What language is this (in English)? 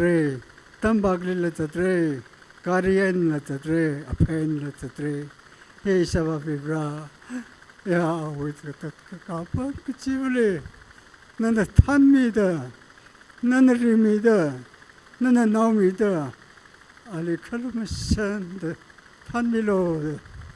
Tangkhul Naga (India)